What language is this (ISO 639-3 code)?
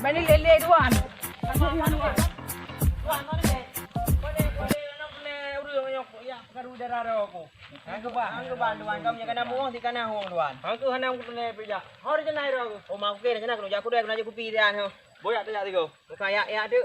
ace